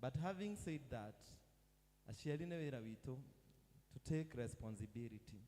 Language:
Kikuyu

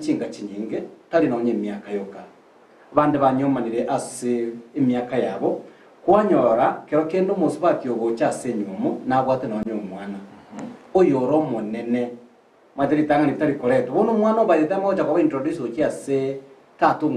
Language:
Gusii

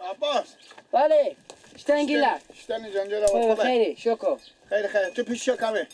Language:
Persian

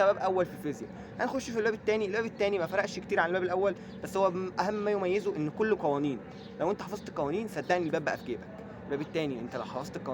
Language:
Egyptian Arabic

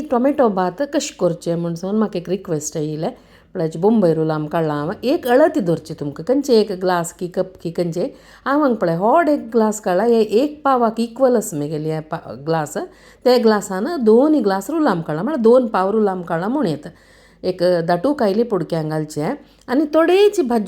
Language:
Konkani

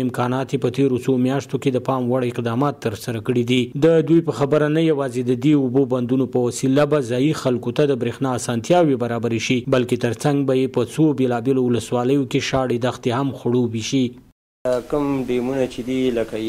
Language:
Pashto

